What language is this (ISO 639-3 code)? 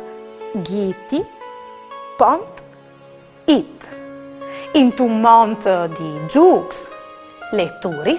fur